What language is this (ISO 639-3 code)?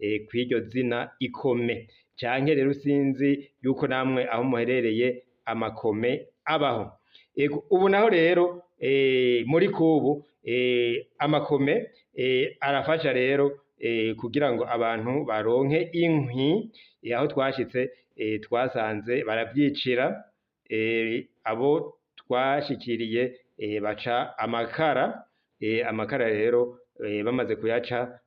run